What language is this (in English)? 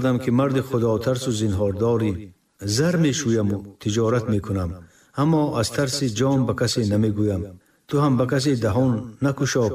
Tajik